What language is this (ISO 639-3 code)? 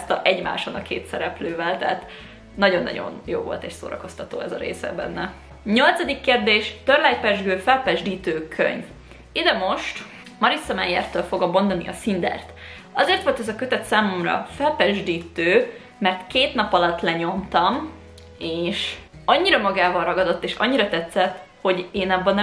hun